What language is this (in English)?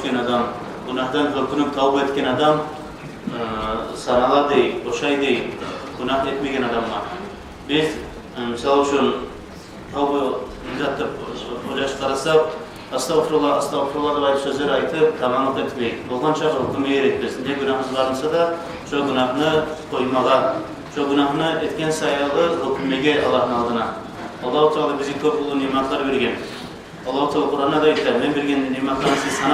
Kumyk